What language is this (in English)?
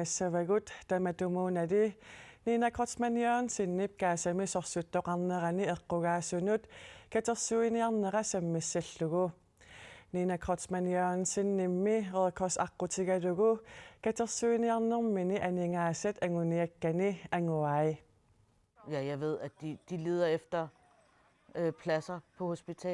Kalaallisut